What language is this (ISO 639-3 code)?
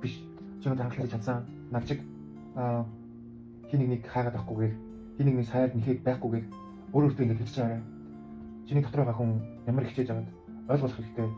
mon